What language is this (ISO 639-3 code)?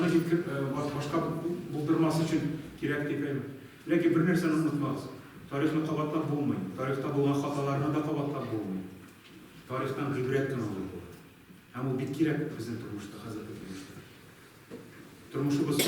tat